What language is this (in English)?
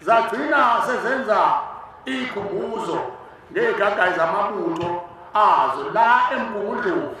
Zulu